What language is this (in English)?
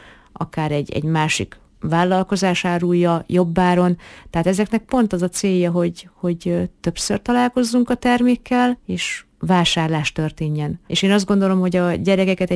Hungarian